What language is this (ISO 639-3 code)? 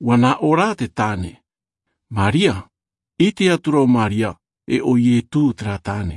tah